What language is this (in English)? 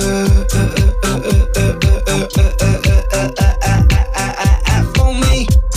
English